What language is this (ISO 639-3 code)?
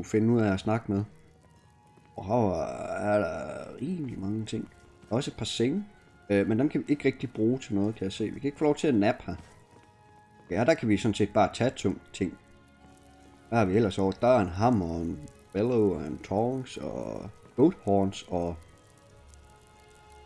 dan